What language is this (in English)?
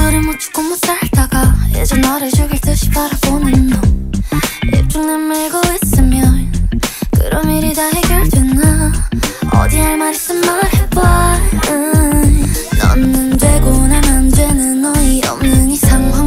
Korean